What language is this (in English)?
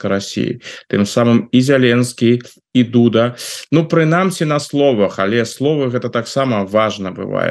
Belarusian